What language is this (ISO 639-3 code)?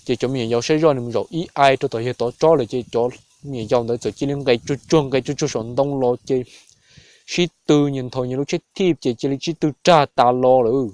hmn